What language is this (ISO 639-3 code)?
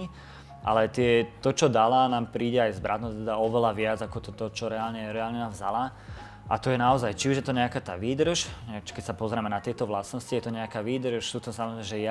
slk